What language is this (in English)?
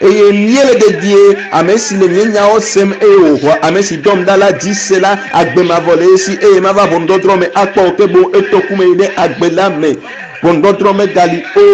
Ewe